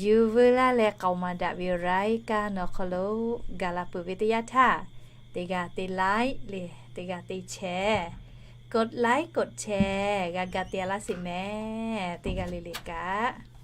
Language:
Lahu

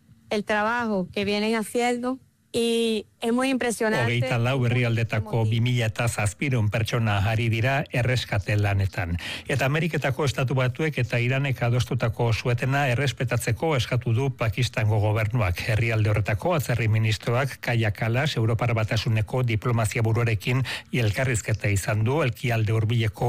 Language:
Basque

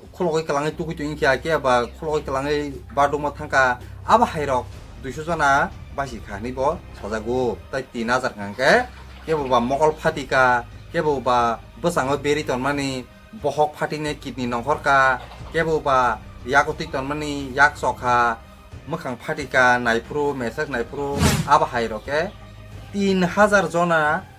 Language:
Kok Borok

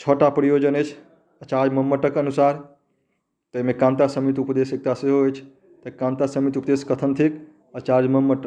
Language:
Maithili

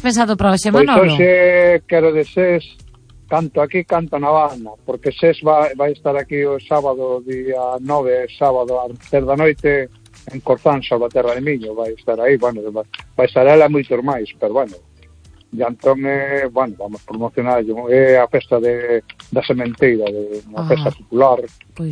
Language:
Galician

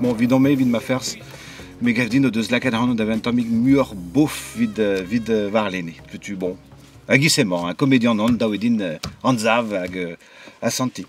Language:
Breton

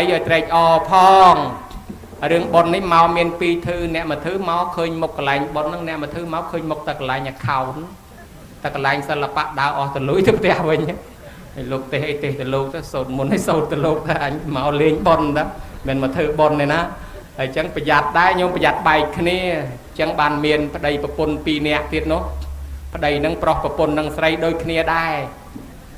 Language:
Khmer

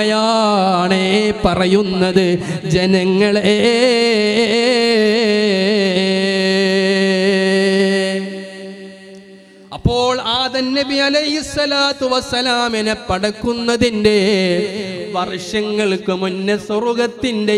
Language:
Malayalam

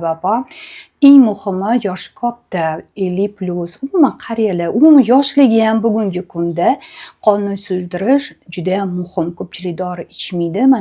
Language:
Uzbek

